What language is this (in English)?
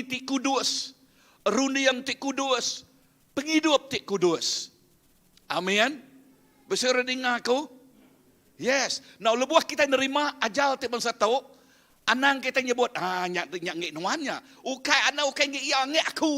Iban